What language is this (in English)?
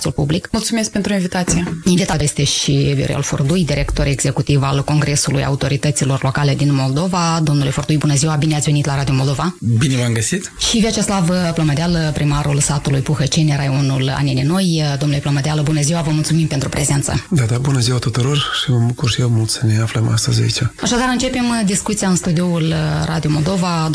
Romanian